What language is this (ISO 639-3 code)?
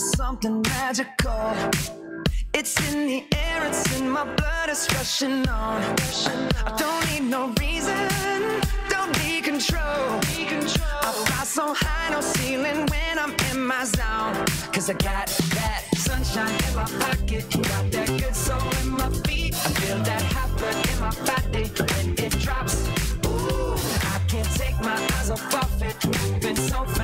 eng